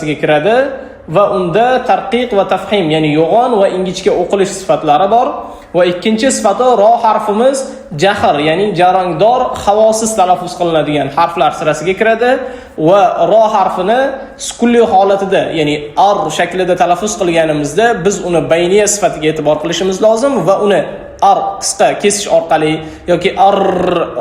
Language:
Uzbek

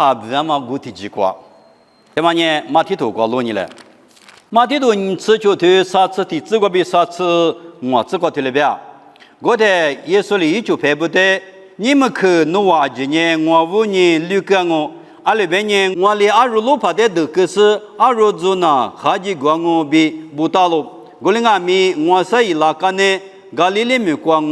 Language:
Lisu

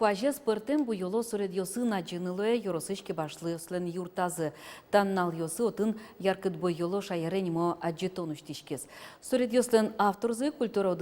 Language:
Udmurt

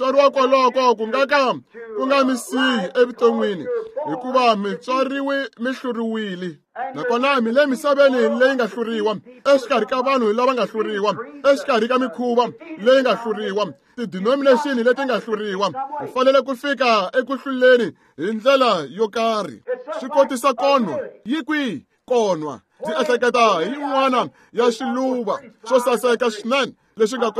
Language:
Tsonga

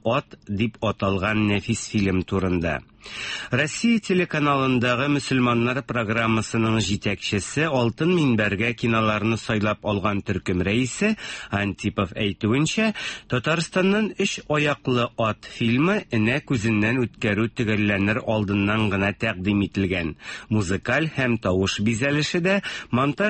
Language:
Tatar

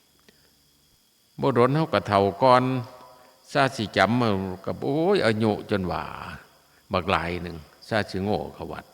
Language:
Northeastern Thai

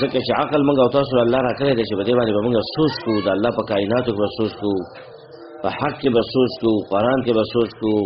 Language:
Pashto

